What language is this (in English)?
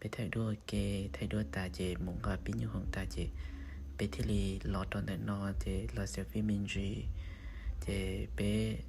Hmong